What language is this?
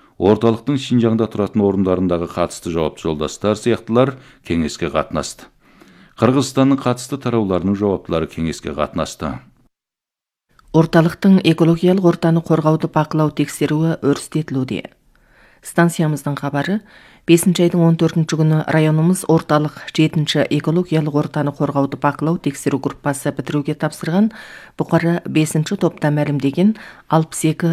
Kazakh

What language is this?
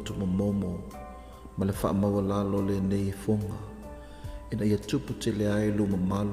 Samoan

